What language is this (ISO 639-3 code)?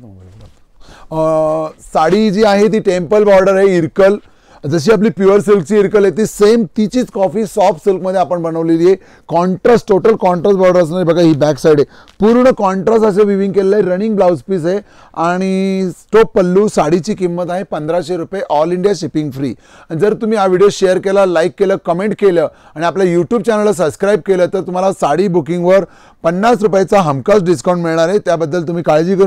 mar